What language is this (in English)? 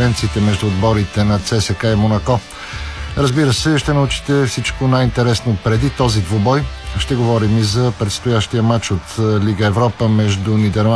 Bulgarian